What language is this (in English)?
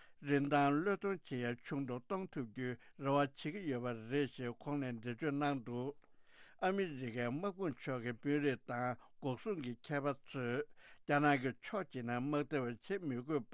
Tibetan